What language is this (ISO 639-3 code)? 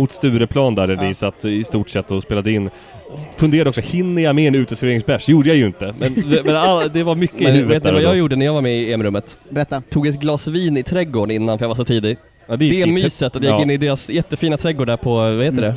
swe